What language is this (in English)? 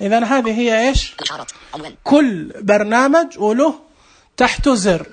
Najdi Arabic